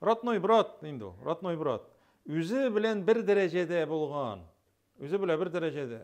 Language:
Tatar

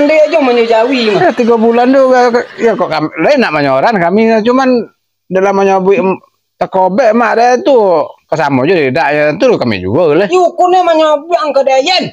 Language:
Minangkabau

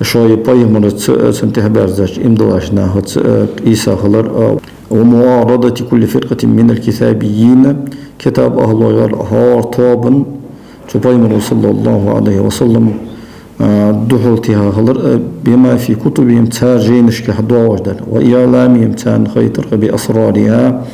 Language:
Ingush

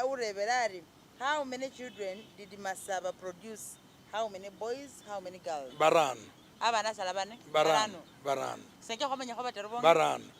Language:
Masaaba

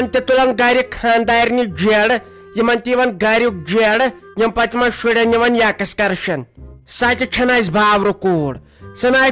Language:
Kashmiri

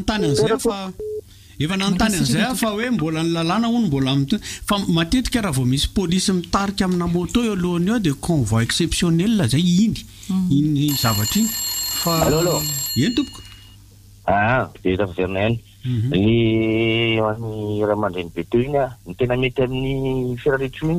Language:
Malagasy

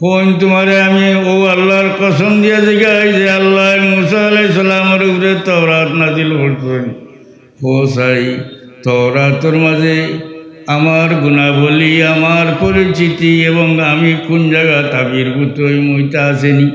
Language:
Sylheti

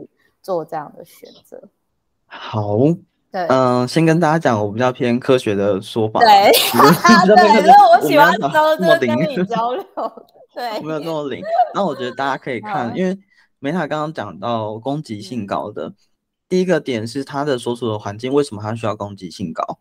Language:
Chinese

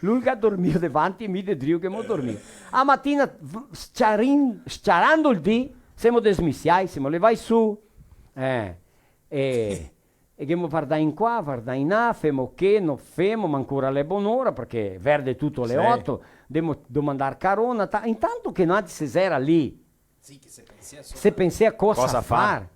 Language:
Venetian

